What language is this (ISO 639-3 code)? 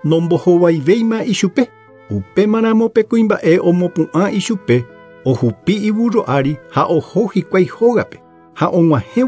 grn